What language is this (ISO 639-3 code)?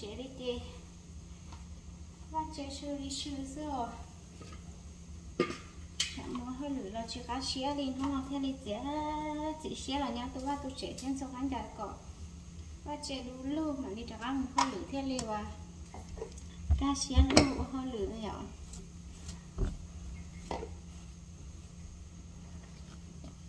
vie